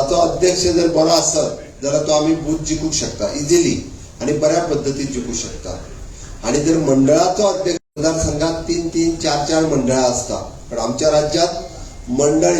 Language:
Konkani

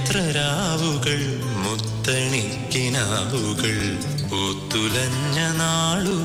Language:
Malayalam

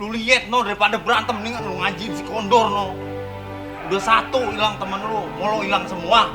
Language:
Betawi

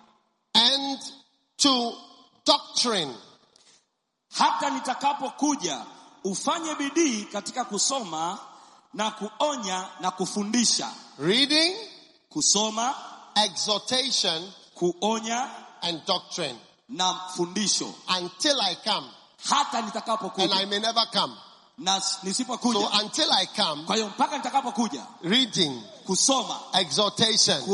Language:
Swahili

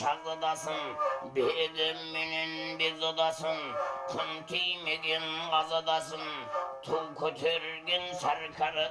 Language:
Kara-Kalpak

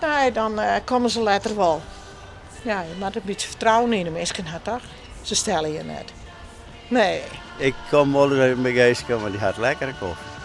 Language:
Western Frisian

